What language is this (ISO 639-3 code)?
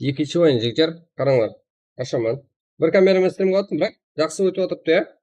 kaa